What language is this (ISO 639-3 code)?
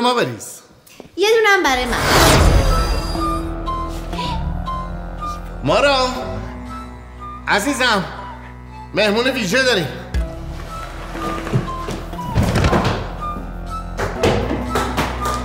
fas